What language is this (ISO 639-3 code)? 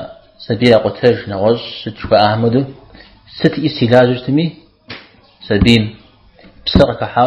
kbd